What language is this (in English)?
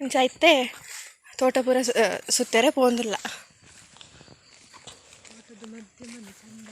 Tulu